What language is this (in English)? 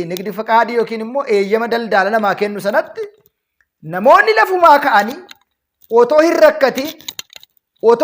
Oromo